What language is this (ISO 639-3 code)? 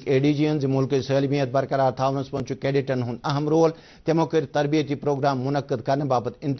kas